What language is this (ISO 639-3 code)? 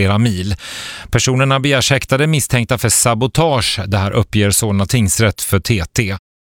swe